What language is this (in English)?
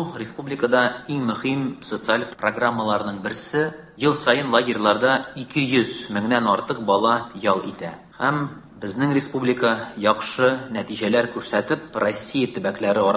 Tatar